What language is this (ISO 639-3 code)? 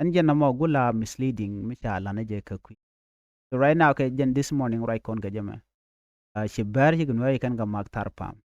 nus